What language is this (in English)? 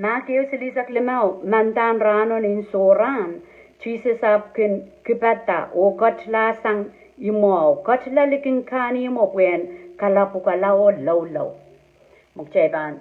Pohnpeian